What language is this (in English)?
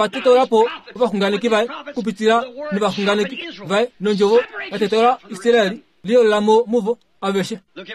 Kuanyama